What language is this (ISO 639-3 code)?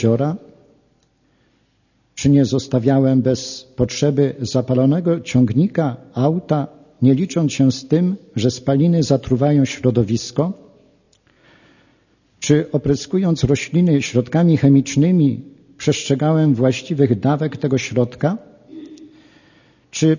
pol